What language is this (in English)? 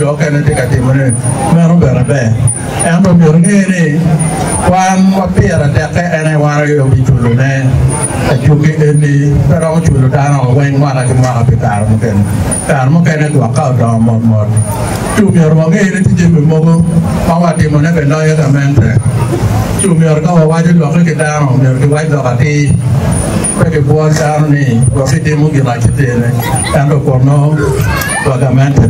Acoli